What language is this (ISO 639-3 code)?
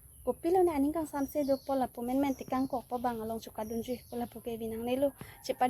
mjw